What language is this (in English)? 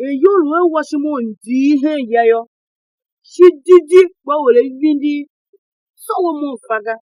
Tiv